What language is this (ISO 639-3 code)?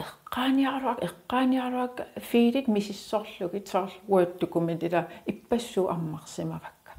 kal